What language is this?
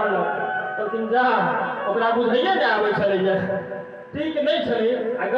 Maithili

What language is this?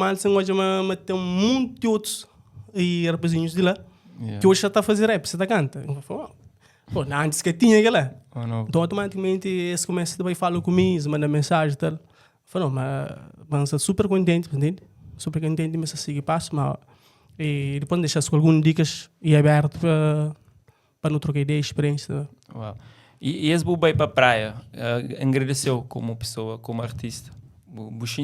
Kabuverdianu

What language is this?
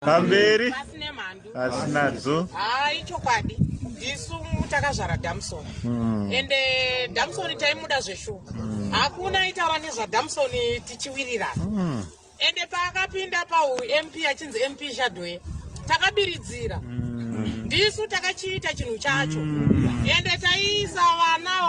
Shona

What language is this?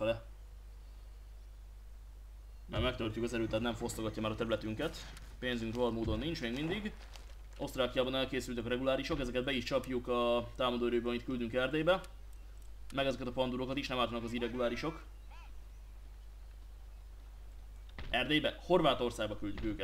Hungarian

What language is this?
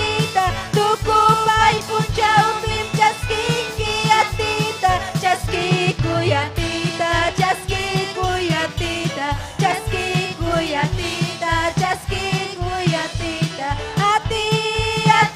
Ayacucho Quechua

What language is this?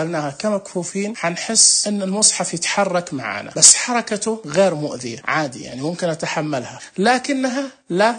Najdi Arabic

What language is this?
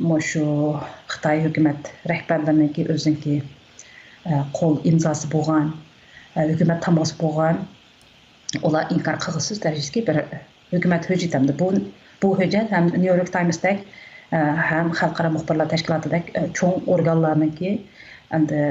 Uyghur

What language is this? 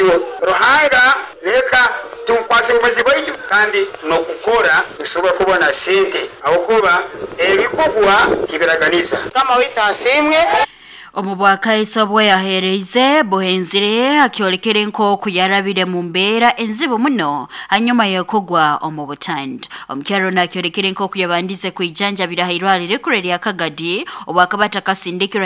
Nyoro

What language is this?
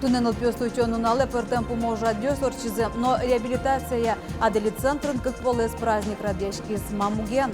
Udmurt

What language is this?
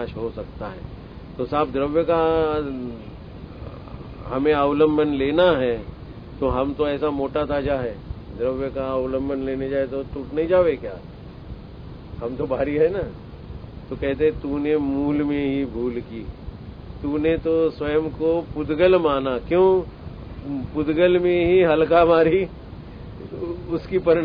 Hindi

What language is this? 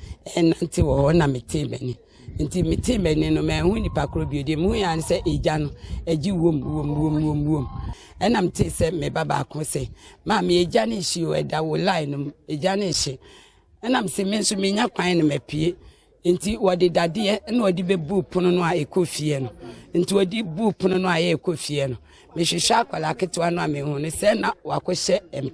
Akan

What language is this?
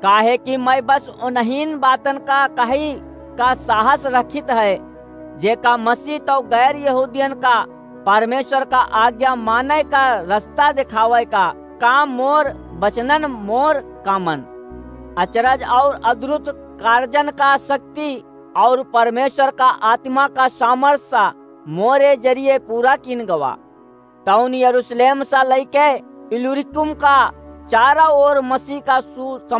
Awadhi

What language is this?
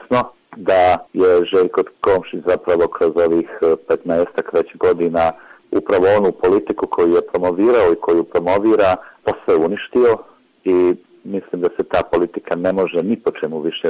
Bosnian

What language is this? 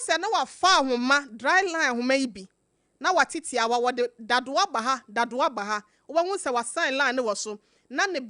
Akan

